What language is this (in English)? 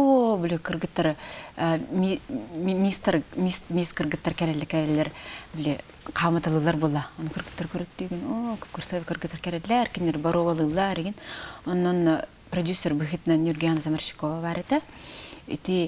Yakut